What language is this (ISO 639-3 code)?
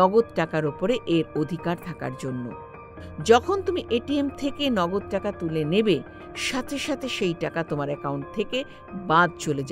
ben